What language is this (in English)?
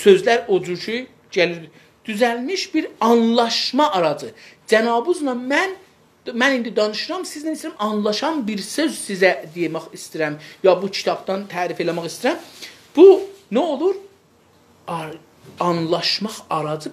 South Azerbaijani